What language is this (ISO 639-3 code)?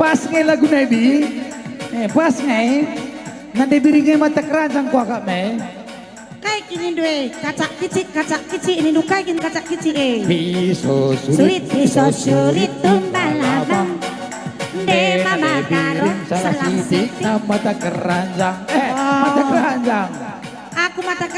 btx